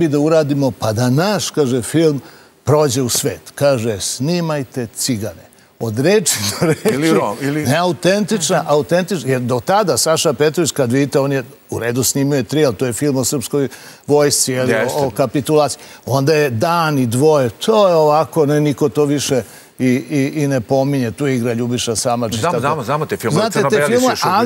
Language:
Serbian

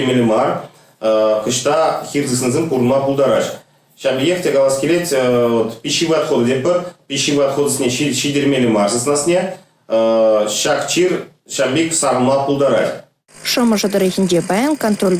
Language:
Chuvash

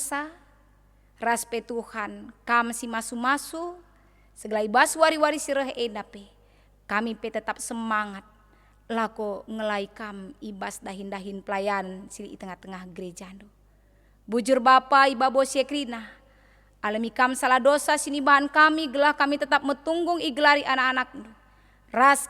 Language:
Batak Karo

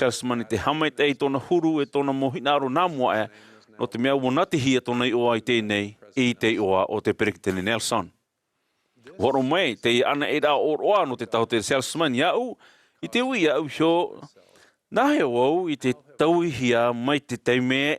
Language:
Tahitian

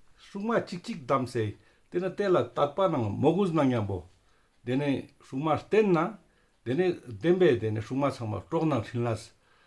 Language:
Ladakhi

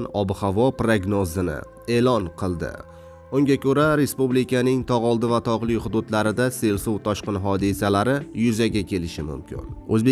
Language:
Uzbek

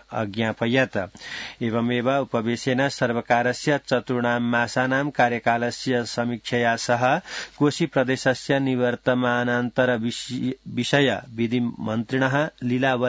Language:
Sanskrit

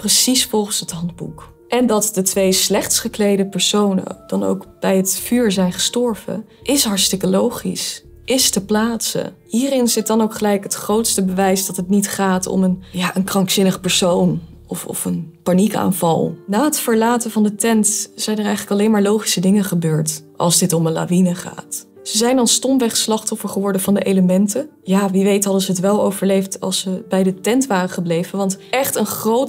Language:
Dutch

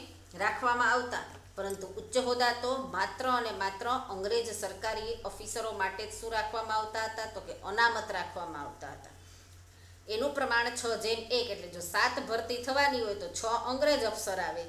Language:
Gujarati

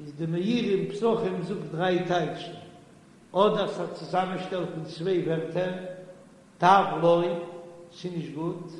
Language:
Yiddish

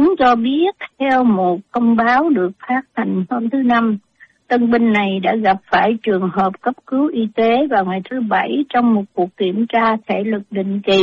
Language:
Vietnamese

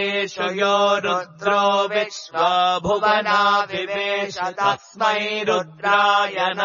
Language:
Sanskrit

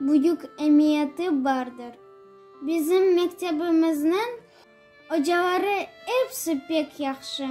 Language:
Crimean Tatar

